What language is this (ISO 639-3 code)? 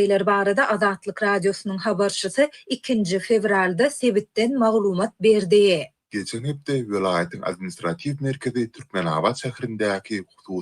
tuk